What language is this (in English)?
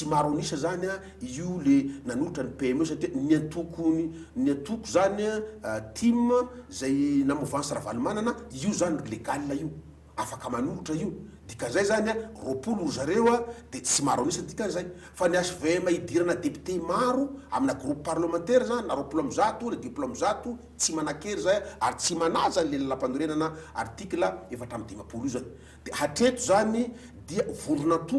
Malagasy